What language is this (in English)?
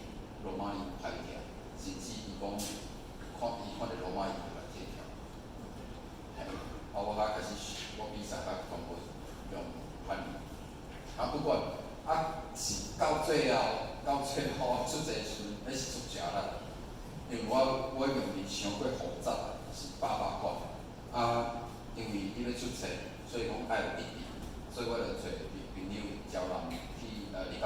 Min Nan Chinese